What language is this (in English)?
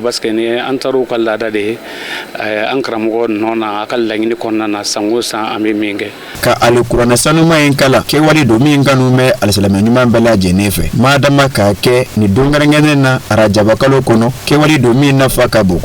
Bambara